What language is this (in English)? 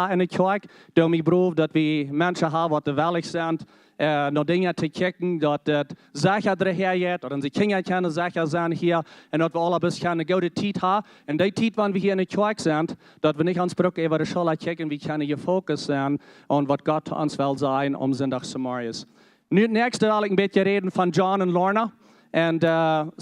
Plautdietsch